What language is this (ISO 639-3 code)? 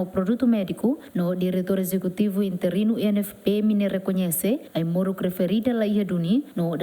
tet